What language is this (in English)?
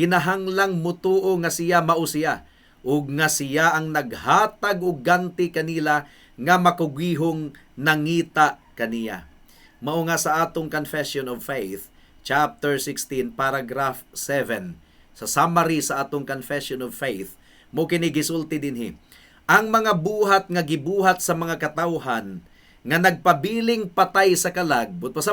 Cebuano